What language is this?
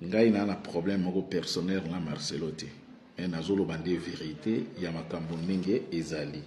Lingala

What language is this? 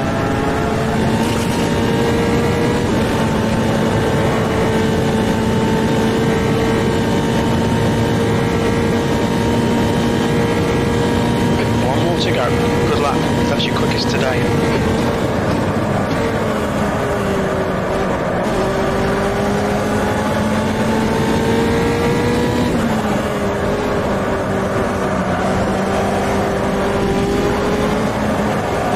English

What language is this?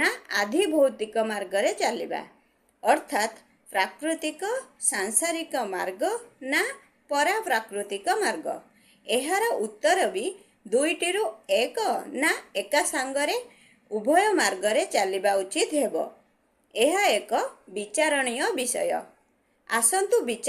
Odia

